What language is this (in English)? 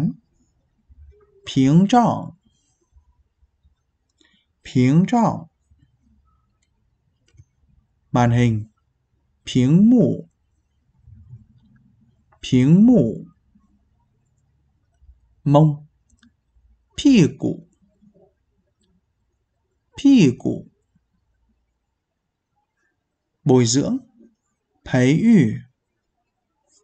Vietnamese